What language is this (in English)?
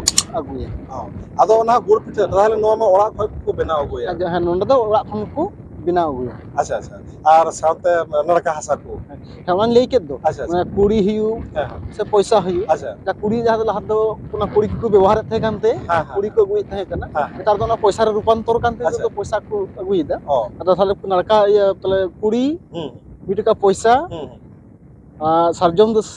Santali